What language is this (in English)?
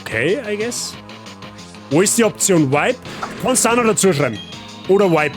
Bavarian